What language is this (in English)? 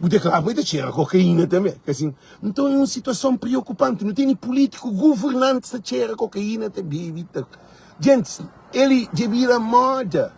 Kabuverdianu